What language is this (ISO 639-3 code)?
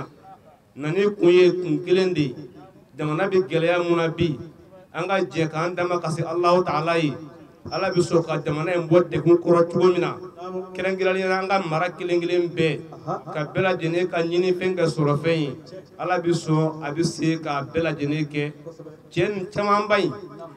bam